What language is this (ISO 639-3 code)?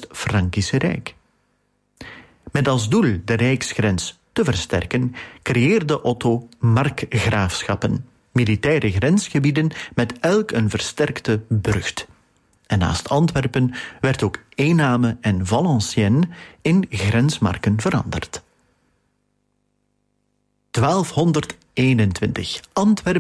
nld